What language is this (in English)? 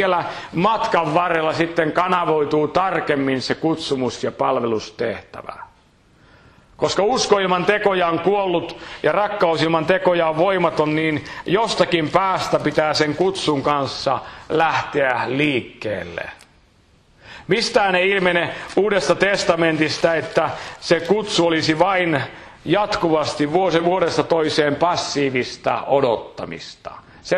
Finnish